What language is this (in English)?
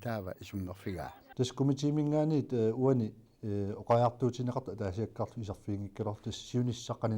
Kalaallisut